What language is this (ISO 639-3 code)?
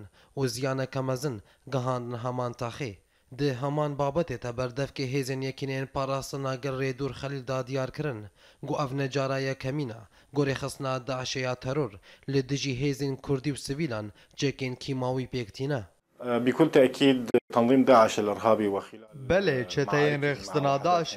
kur